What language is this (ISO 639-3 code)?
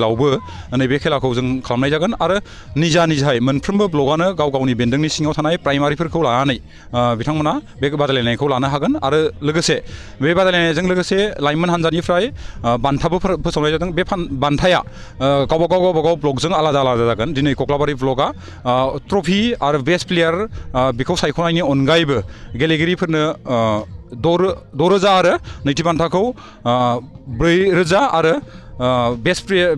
brx